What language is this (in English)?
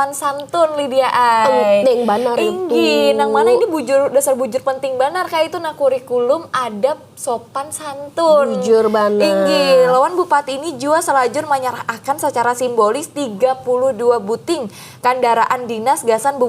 Banjar